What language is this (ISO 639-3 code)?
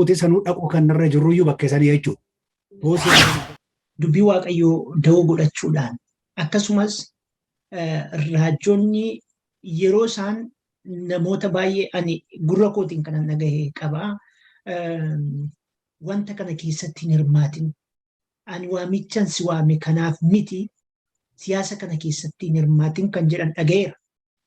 orm